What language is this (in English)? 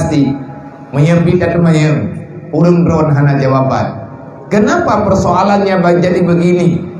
Achinese